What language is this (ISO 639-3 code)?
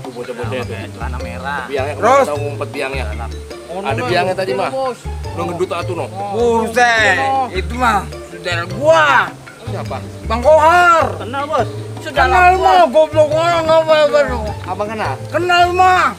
bew